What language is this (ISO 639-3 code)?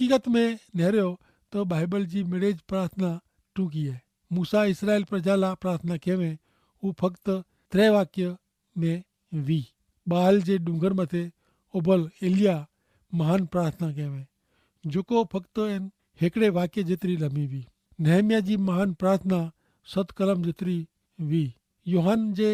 kfr